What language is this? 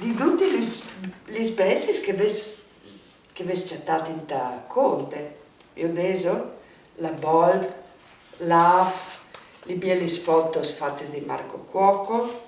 Friulian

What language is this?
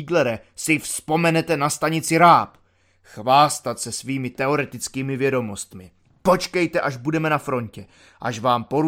Czech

